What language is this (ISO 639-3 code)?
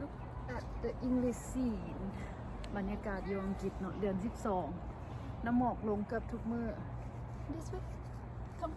lao